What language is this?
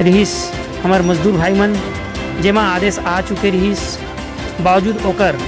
Chhattisgarhi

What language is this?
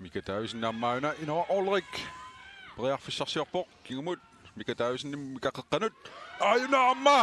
Kalaallisut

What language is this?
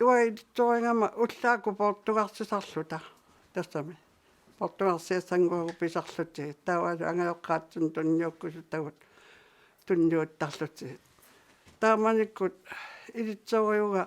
Kalaallisut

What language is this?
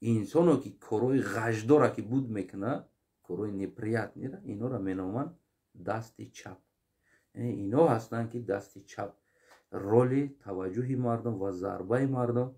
Tajik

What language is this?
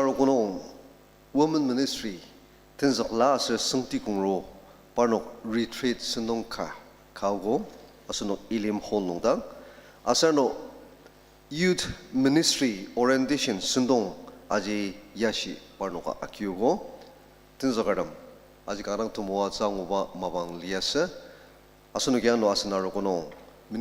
Ao Naga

